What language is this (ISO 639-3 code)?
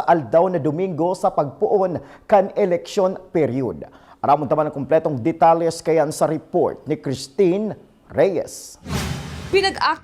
bik